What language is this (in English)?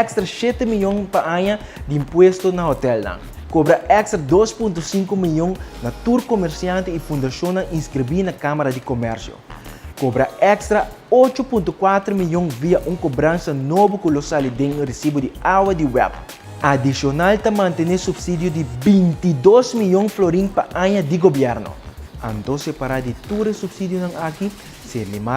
Papiamento